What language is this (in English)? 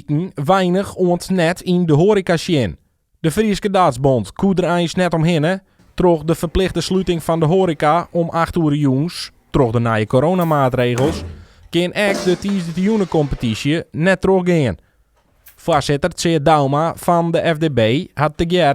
Western Frisian